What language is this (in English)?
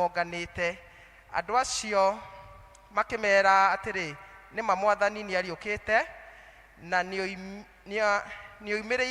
Kikuyu